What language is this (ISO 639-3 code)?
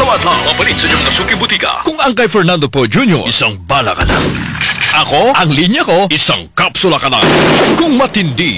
ceb